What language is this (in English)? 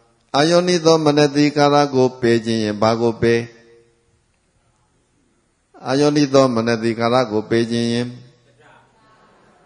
Burmese